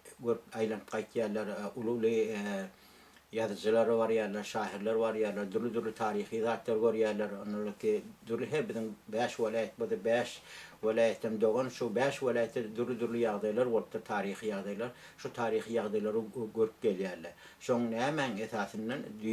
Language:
Turkmen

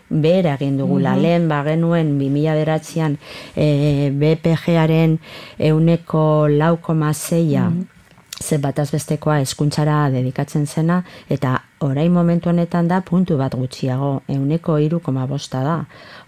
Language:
Basque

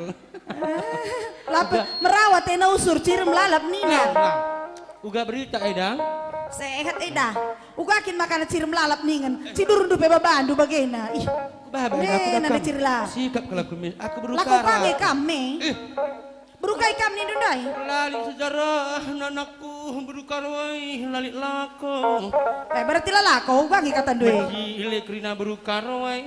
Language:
Batak Karo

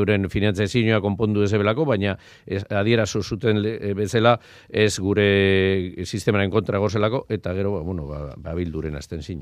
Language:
Basque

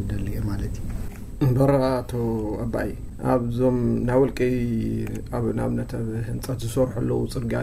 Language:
Tigrinya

